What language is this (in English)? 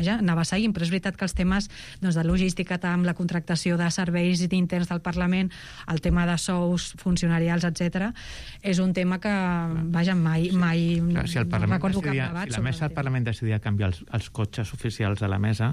Catalan